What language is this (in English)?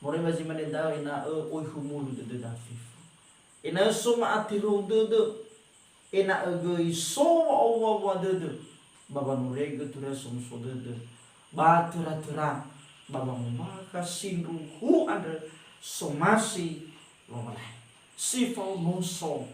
Nias